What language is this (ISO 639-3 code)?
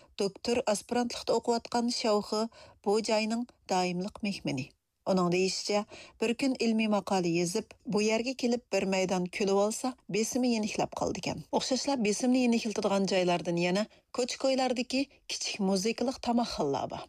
uig